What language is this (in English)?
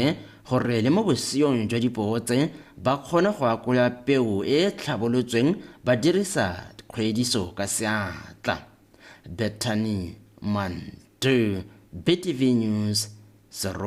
Tswana